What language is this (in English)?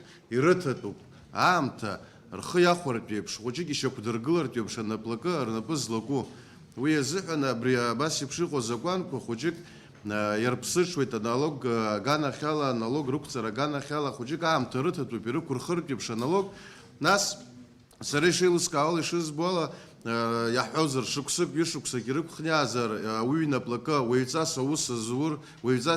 Abkhazian